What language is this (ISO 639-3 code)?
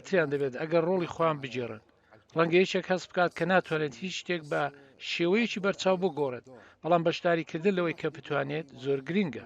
ckb